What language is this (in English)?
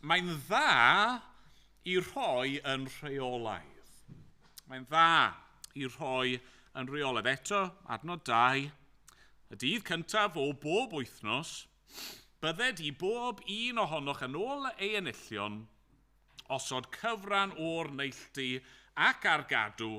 Welsh